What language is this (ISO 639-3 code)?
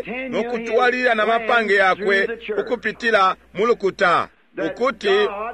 bem